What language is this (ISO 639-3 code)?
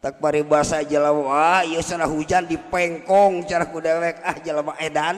sun